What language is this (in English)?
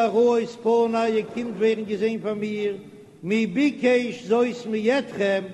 Yiddish